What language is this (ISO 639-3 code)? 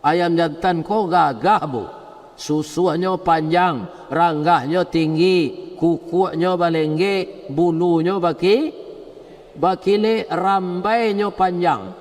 min